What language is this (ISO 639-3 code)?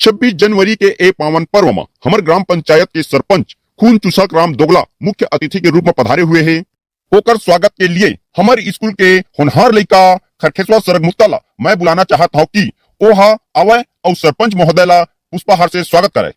hne